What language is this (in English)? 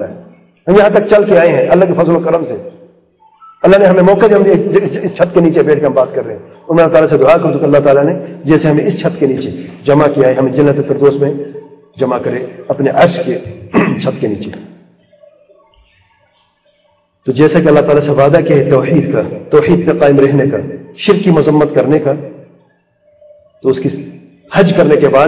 Urdu